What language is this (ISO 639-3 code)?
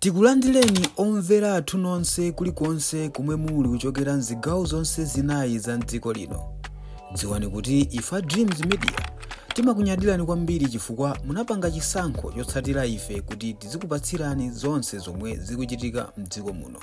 nya